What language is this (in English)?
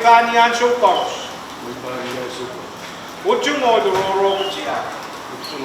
Pohnpeian